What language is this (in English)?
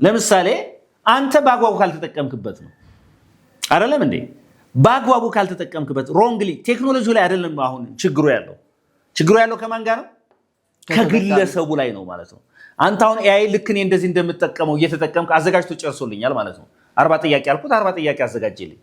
Amharic